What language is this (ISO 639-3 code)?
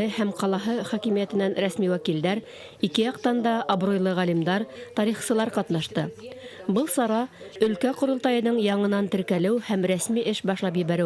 bak